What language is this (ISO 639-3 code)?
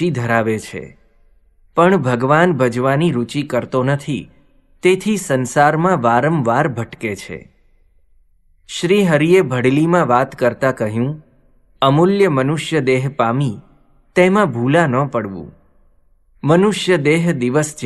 guj